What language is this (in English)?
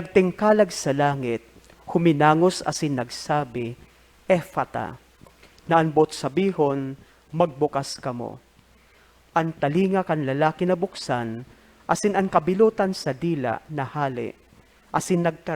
Bikol